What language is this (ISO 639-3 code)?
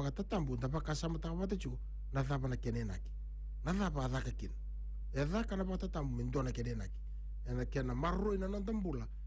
fij